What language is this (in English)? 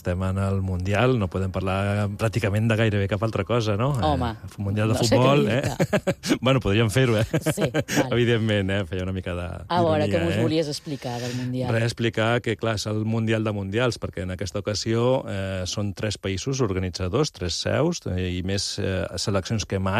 Catalan